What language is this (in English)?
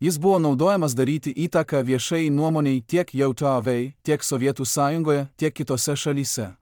Lithuanian